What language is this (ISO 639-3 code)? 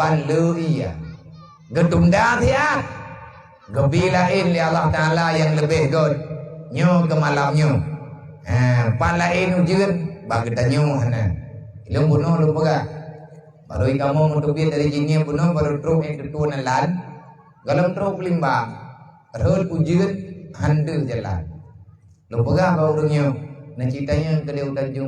ace